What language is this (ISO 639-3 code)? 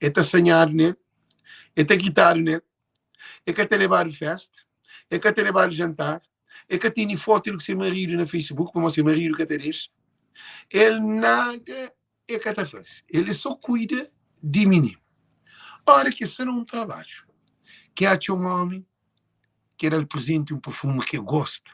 kea